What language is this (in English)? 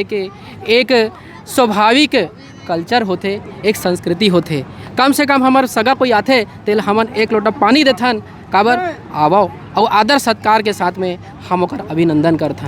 Chhattisgarhi